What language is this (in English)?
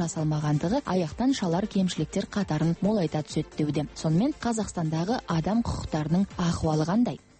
Kazakh